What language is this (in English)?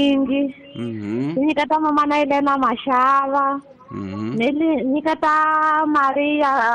Tsonga